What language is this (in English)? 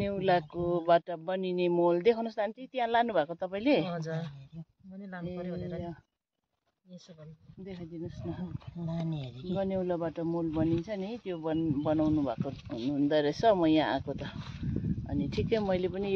Nepali